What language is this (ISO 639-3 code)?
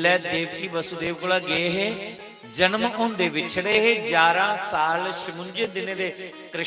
doi